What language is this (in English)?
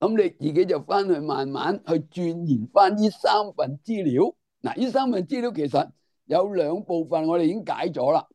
Cantonese